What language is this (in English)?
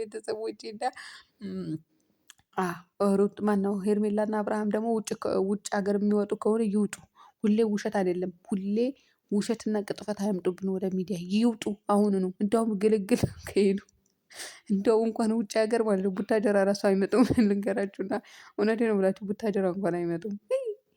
Amharic